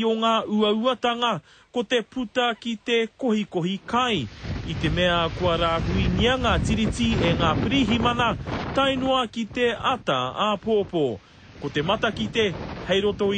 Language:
Māori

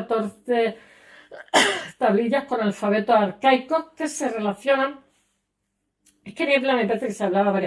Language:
Spanish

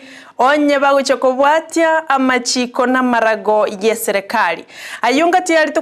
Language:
Gusii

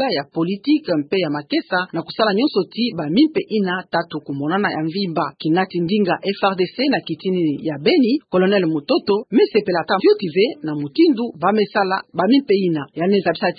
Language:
Kituba (Democratic Republic of Congo)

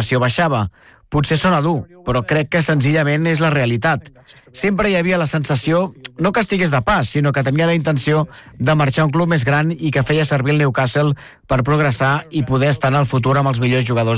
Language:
Catalan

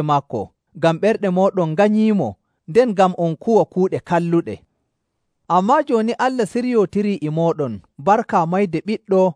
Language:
Nigerian Fulfulde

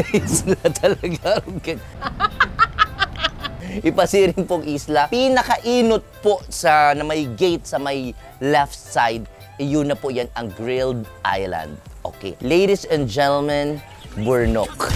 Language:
Bikol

